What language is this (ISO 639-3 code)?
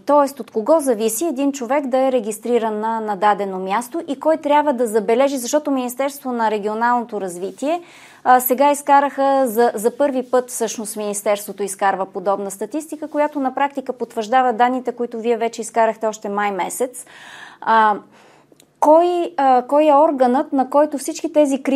bul